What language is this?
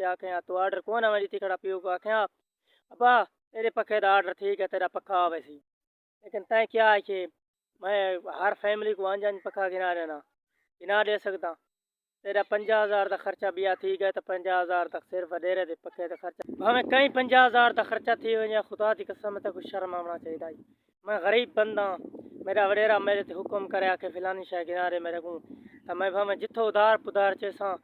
Saraiki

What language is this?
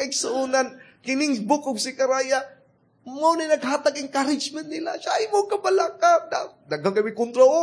Cebuano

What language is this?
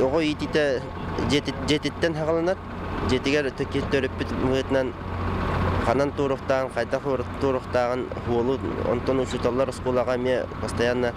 Yakut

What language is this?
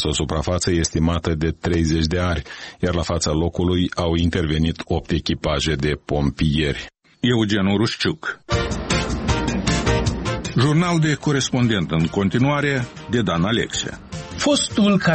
Romanian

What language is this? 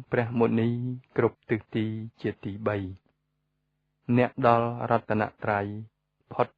Khmer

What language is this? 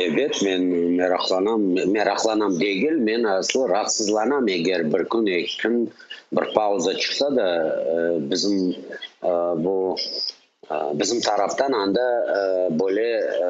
Crimean Tatar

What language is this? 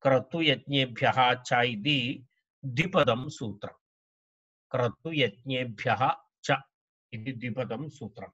Sanskrit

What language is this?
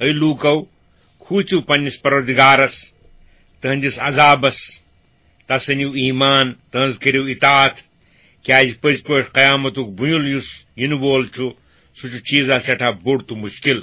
Kashmiri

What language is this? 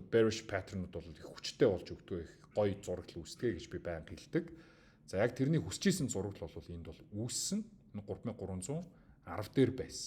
Mongolian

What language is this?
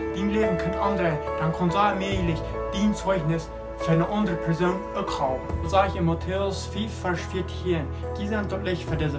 Plautdietsch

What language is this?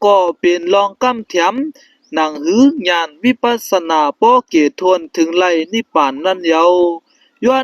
Shan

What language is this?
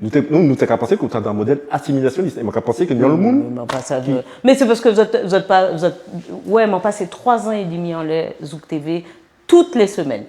Guadeloupean Creole French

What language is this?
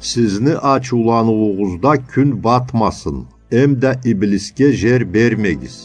Karachay-Balkar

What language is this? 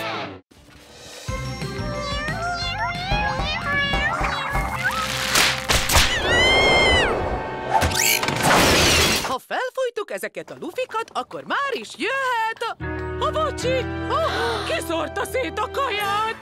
Hungarian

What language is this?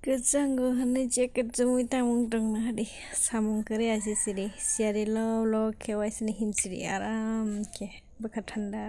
Kok Borok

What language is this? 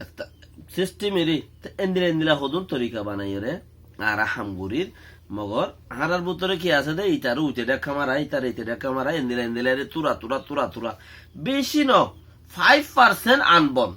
Rohingya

